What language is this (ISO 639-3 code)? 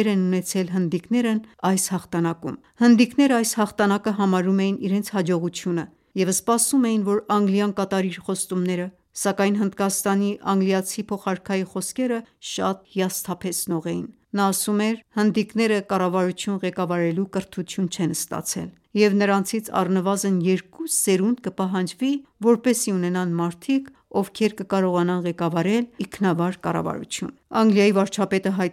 hye